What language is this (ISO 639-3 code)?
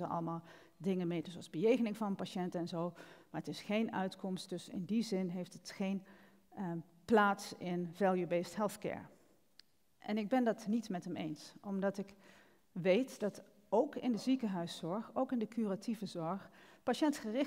nld